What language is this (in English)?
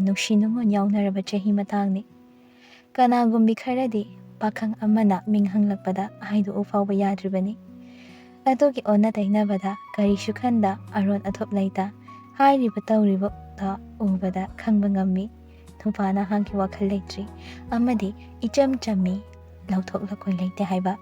Manipuri